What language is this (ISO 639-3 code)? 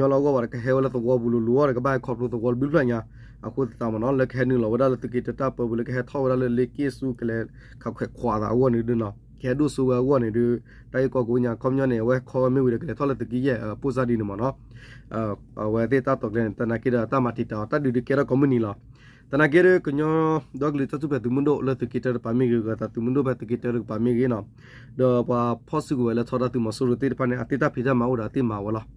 ksw